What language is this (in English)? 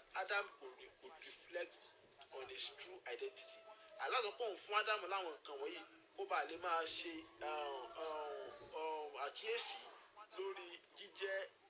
Yoruba